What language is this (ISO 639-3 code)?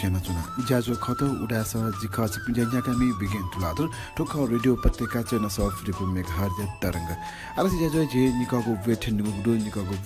new